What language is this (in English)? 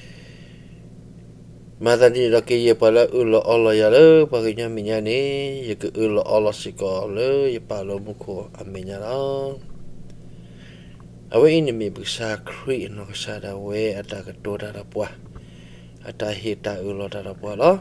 S'gaw Karen